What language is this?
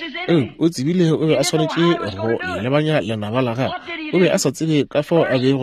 Northern Sotho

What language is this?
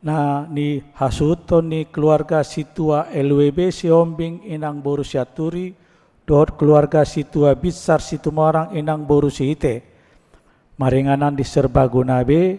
Batak Toba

